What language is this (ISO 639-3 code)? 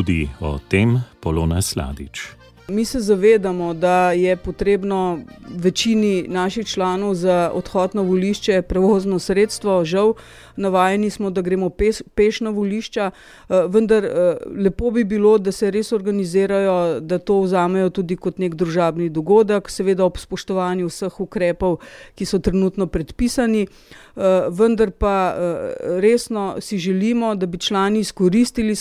slv